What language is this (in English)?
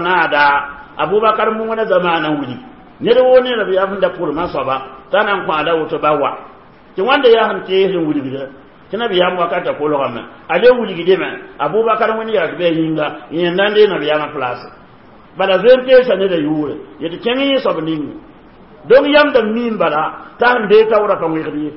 Mossi